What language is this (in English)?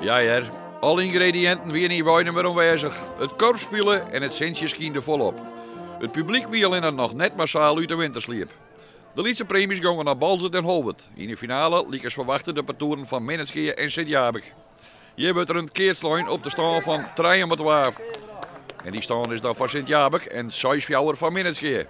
Western Frisian